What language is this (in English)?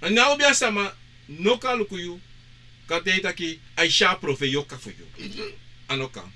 Sranan Tongo